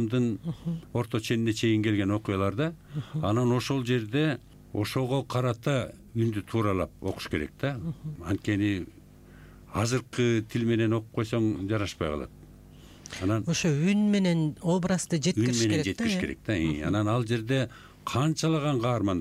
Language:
Kyrgyz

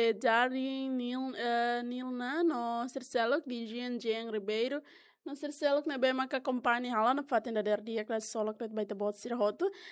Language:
Tetum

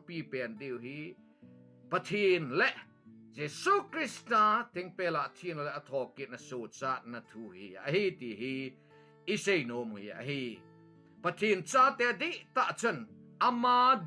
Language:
Thado Chin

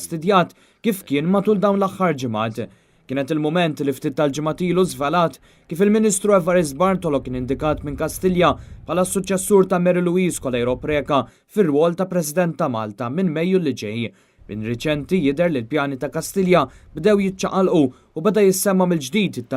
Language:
Maltese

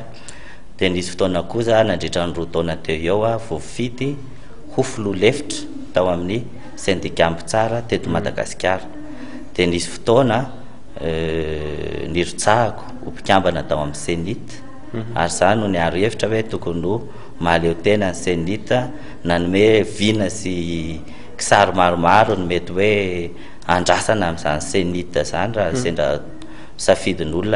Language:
Malagasy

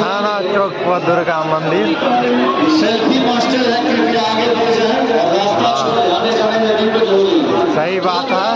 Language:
Maithili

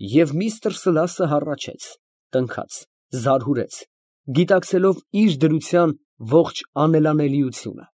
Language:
Armenian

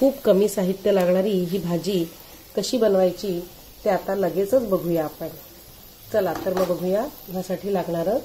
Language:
Marathi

